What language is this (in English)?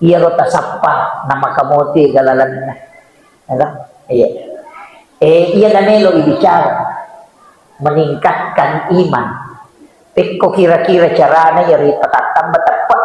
Buginese